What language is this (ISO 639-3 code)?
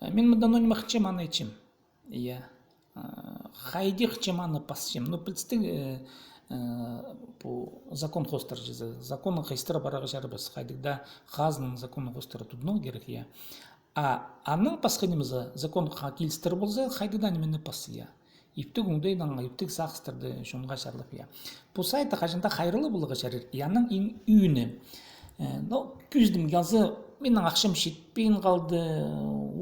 kjh